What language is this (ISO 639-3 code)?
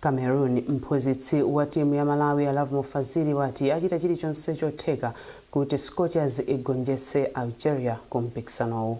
nya